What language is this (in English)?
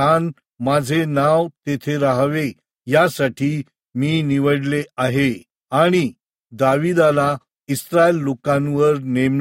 Marathi